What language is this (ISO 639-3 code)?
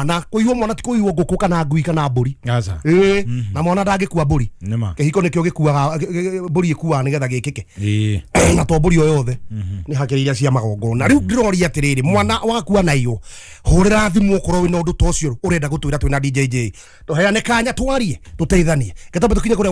kik